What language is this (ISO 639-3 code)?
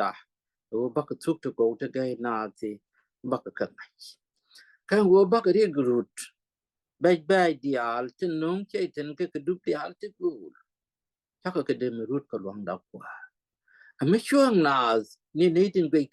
nus